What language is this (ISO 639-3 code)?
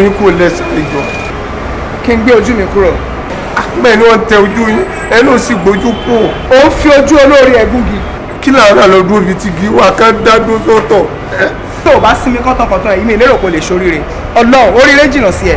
yor